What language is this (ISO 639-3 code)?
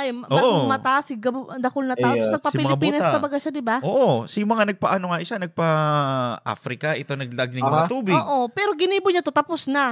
bik